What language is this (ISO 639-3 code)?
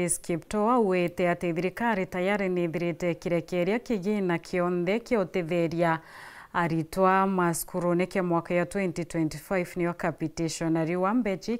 mer